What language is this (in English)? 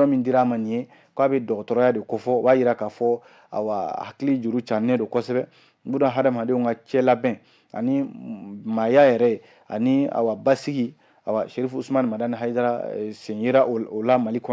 Bambara